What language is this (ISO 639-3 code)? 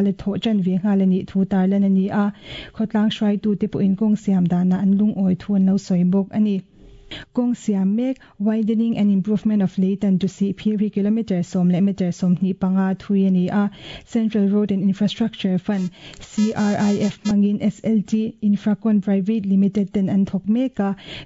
lus